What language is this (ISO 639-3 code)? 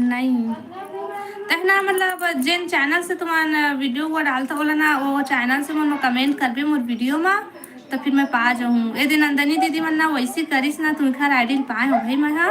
hne